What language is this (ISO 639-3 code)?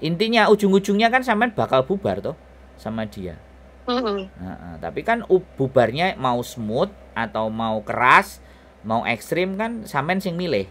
mui